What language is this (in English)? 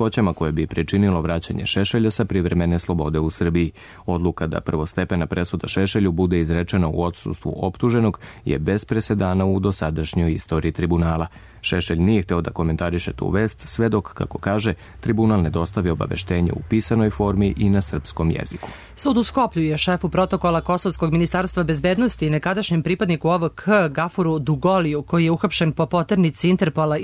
Serbian